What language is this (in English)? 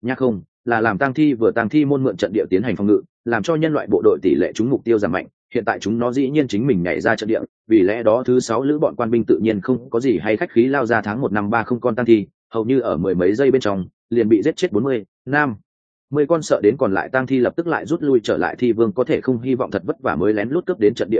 Vietnamese